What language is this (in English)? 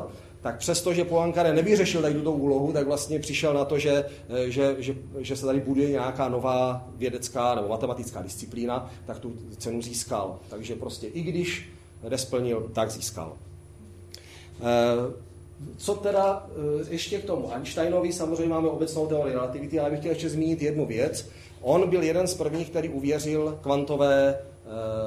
Czech